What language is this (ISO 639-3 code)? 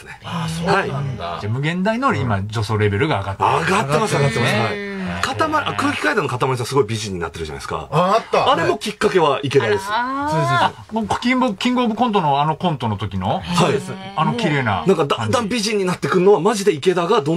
jpn